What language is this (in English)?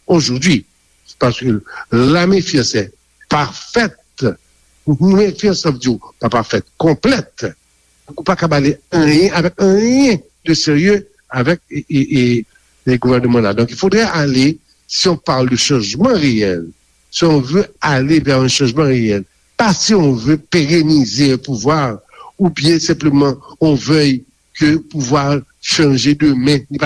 Haitian Creole